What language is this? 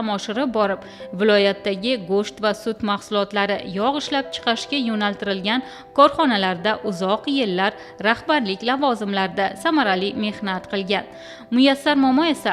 Uzbek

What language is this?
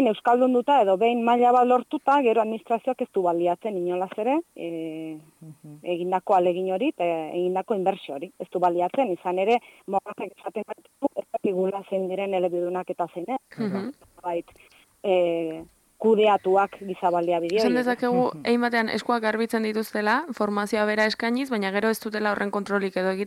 Basque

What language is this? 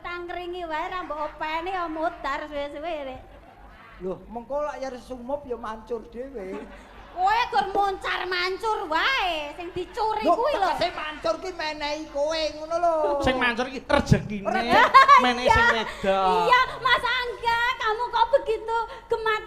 Javanese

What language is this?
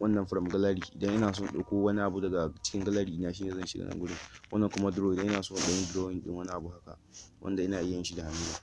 Hausa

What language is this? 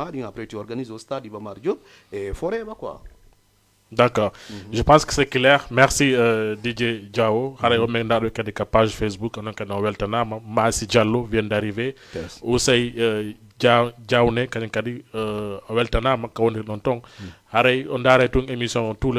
Fula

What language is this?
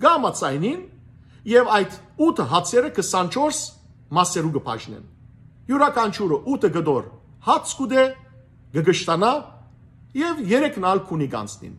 Western Armenian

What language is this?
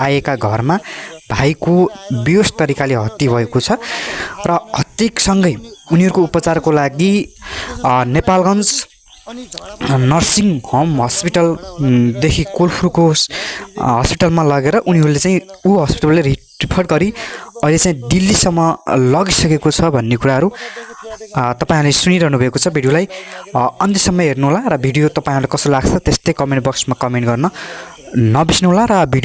Nepali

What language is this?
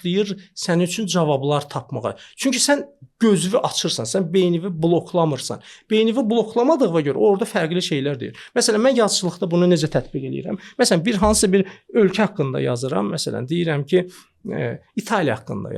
Azerbaijani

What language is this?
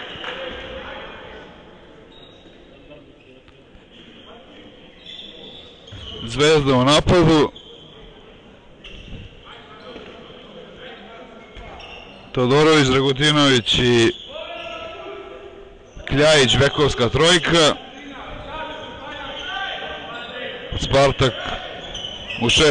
Serbian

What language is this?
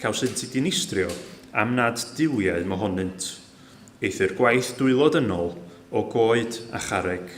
Welsh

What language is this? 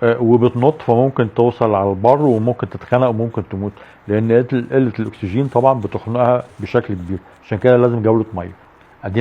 Egyptian Arabic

